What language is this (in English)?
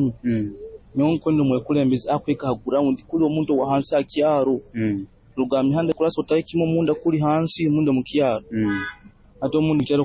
Nyoro